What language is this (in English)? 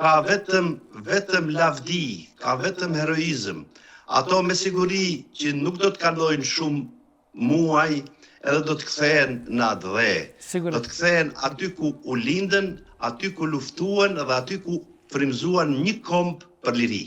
Albanian